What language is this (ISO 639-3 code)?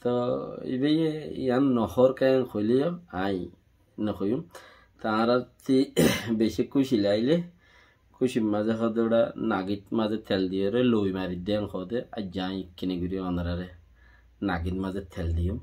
rhg